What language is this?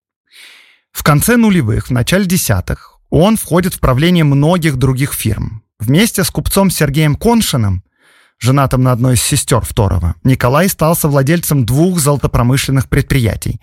Russian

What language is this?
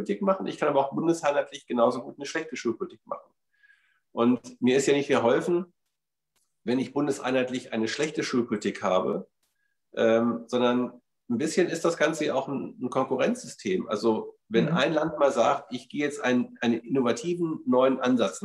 German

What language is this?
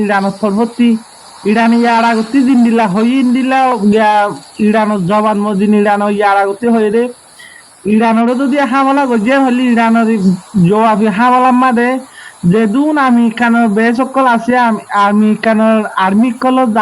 Rohingya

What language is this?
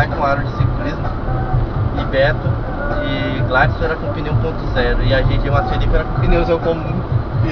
Portuguese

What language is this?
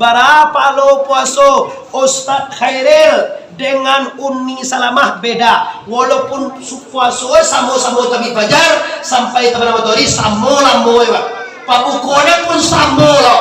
Minangkabau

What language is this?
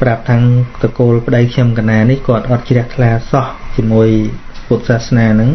Khmer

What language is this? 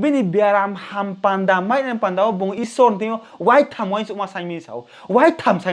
Riang (India)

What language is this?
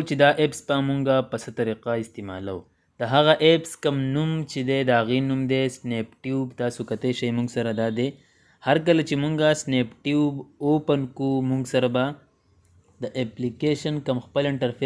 Pashto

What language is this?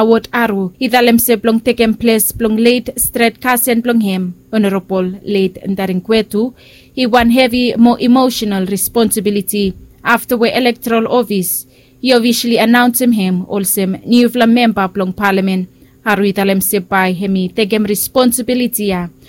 Bislama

